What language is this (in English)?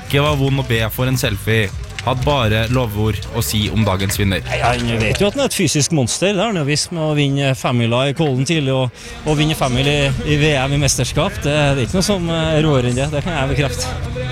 Norwegian